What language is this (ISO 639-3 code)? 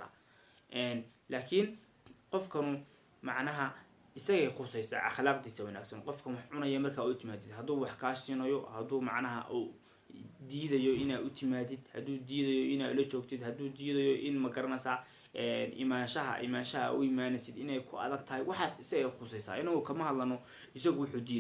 som